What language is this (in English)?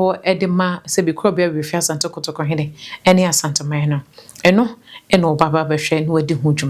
Akan